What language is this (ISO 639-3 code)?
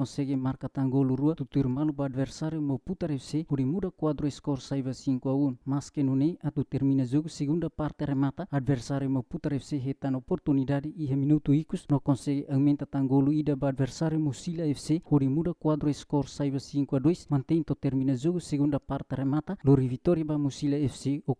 tet